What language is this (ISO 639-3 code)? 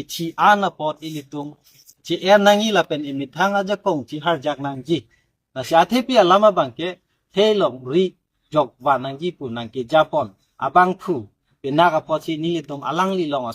mjw